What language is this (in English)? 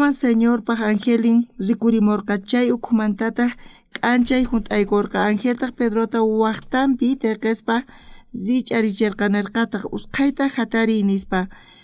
South Bolivian Quechua